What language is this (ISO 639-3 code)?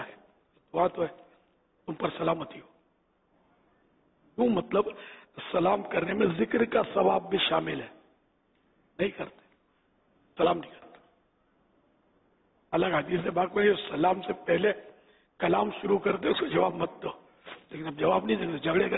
urd